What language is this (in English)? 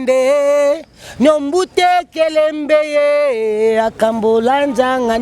Lingala